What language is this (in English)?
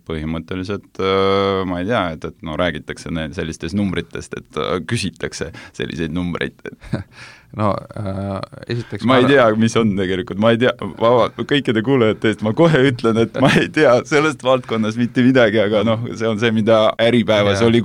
Estonian